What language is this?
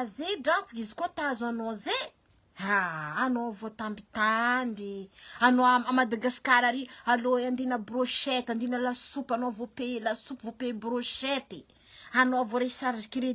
Malagasy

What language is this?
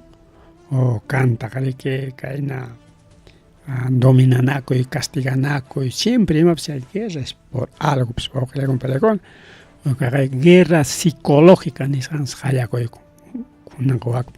Ayacucho Quechua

